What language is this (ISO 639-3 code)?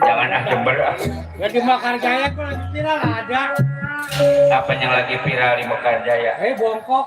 bew